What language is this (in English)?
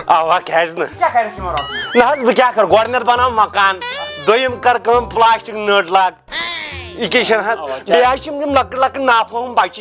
Kashmiri